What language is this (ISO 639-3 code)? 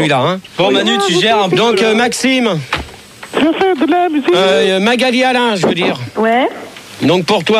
fra